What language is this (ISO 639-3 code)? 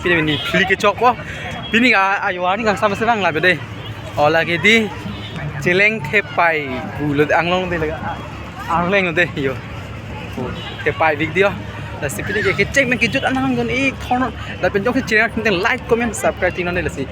mjw